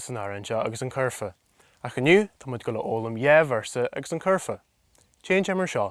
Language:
Irish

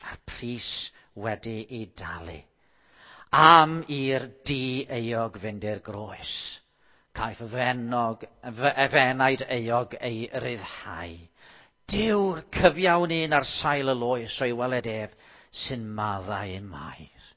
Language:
Welsh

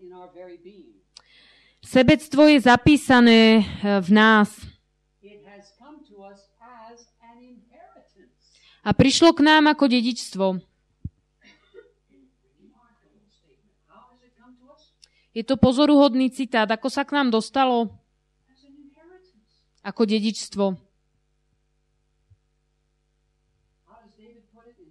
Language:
Slovak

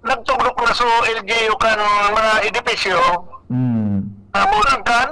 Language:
Bikol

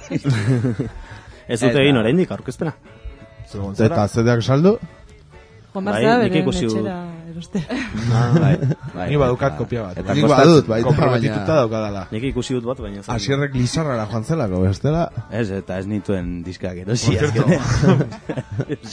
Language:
Basque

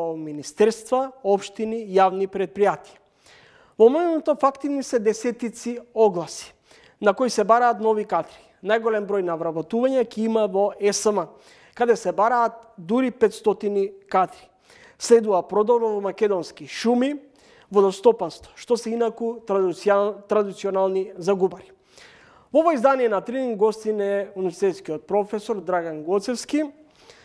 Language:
Macedonian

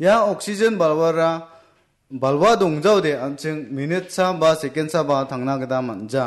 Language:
Garo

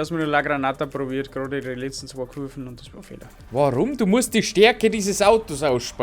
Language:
Bavarian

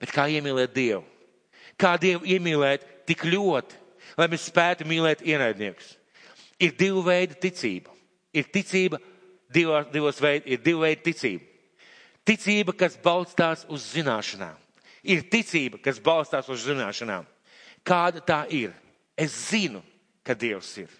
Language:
Latvian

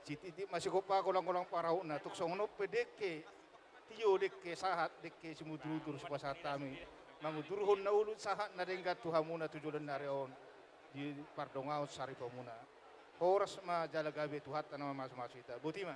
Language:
Batak Toba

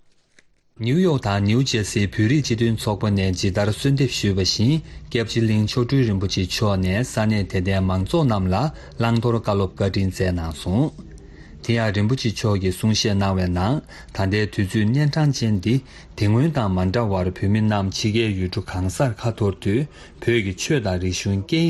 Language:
Tibetan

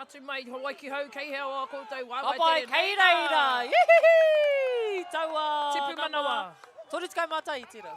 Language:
Māori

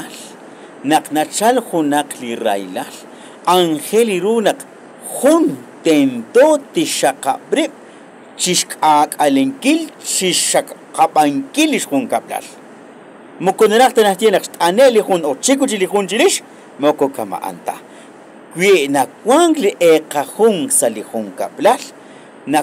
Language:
Kekchí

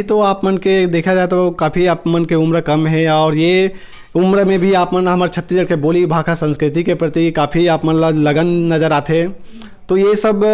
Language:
Chhattisgarhi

